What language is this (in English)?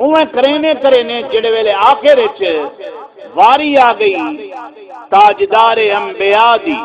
Saraiki